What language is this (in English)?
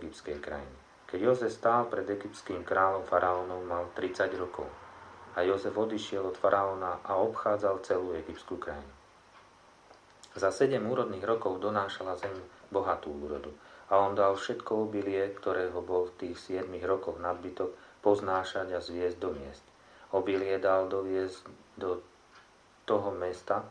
Slovak